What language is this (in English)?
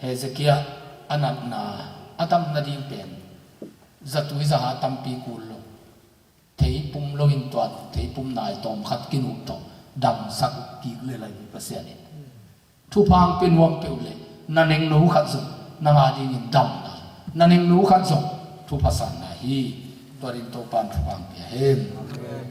Tedim Chin